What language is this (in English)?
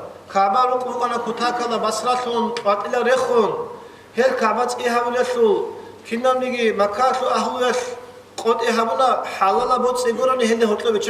Avaric